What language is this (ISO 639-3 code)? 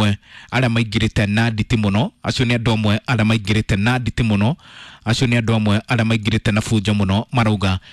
kik